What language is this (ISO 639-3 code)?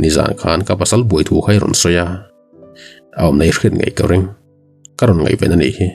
lus